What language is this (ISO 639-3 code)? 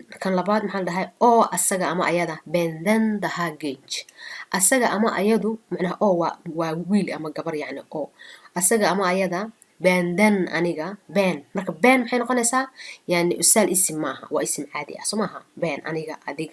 som